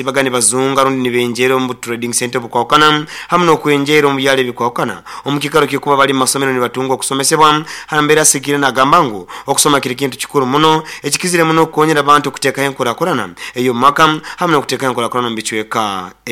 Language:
Nyoro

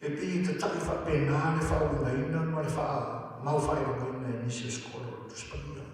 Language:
Samoan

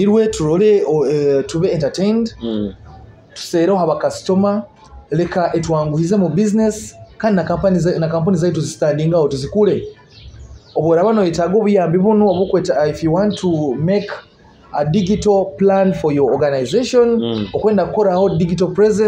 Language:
Nyoro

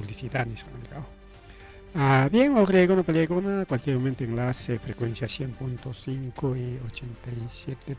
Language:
Ayacucho Quechua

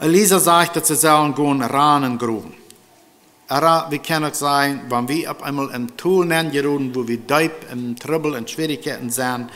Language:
Plautdietsch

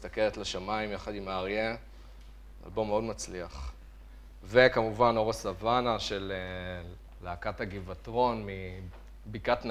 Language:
Hebrew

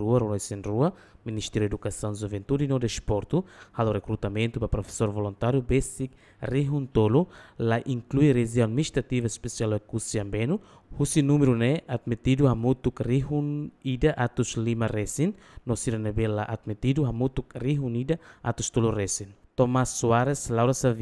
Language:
Tetum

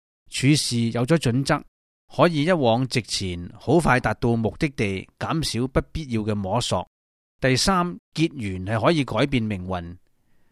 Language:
Cantonese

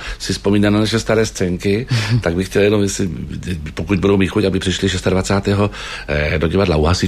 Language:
Czech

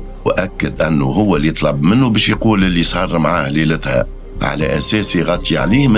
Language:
Tunisian Arabic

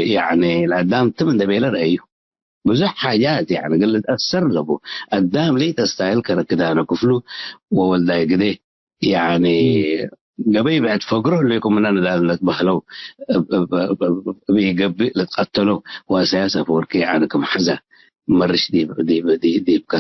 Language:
Tigre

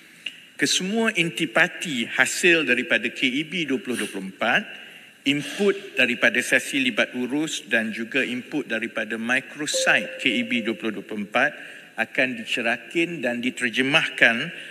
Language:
Malay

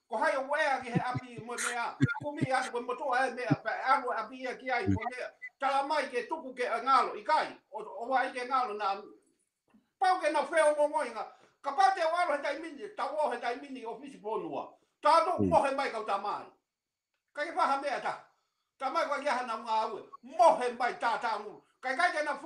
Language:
Tongan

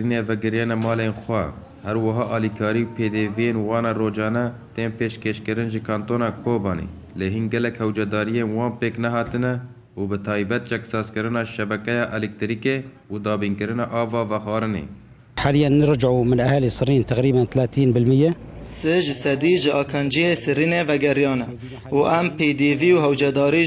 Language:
Kurdish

